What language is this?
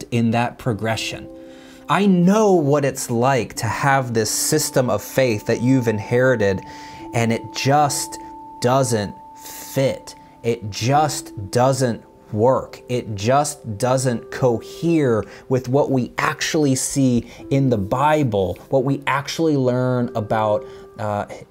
English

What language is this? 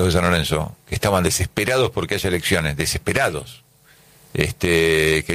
Spanish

